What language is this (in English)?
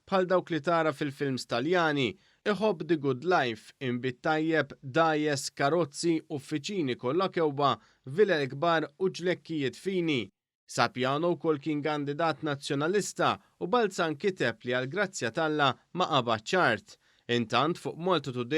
Maltese